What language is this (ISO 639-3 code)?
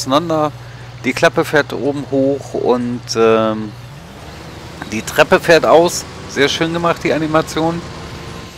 deu